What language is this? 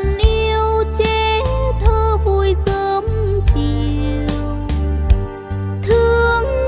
Vietnamese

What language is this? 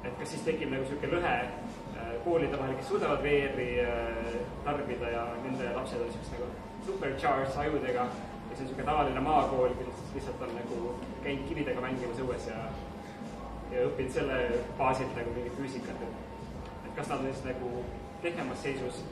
Estonian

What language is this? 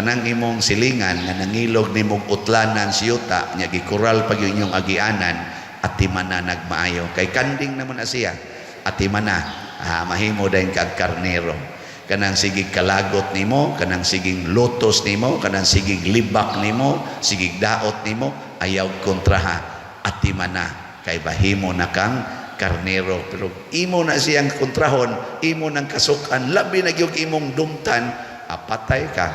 Cebuano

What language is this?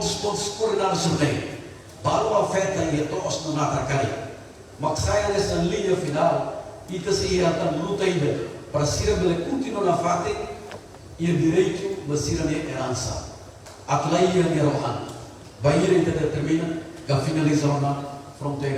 Tetum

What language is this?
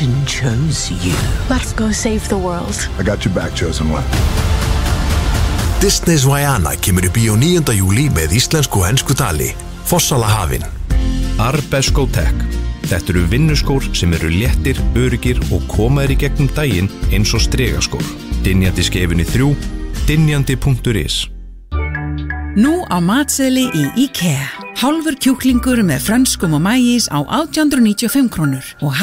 Icelandic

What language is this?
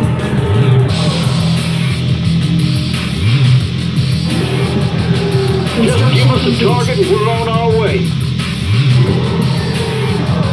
English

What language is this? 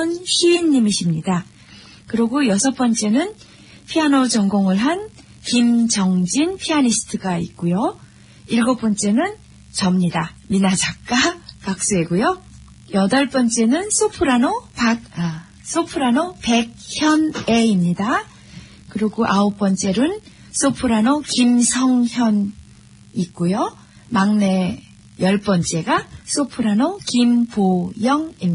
Korean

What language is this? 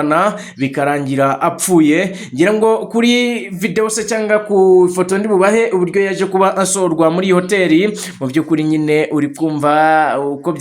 Kinyarwanda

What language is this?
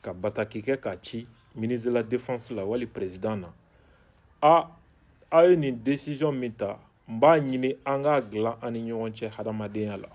Bambara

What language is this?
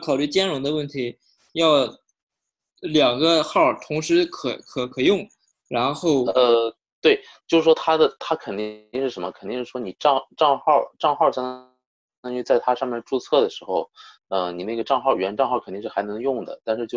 Chinese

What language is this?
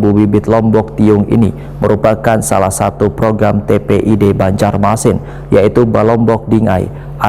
Banjar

